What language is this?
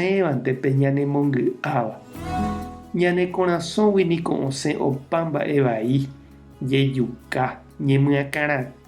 Guarani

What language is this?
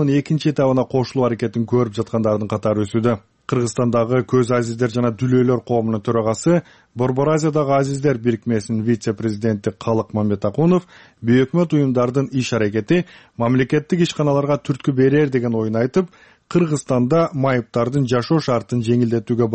Kyrgyz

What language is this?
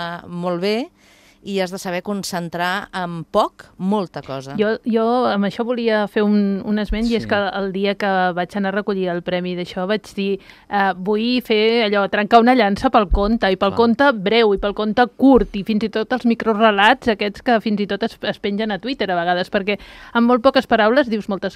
Catalan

